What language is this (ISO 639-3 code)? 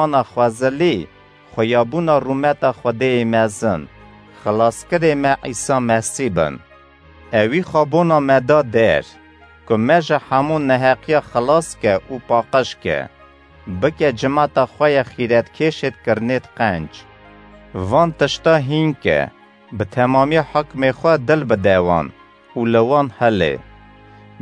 kur